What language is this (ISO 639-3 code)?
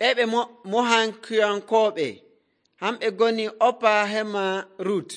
fuv